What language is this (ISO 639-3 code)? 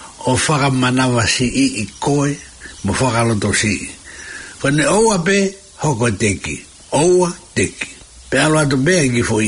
ton